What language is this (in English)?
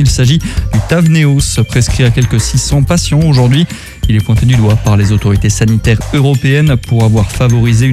French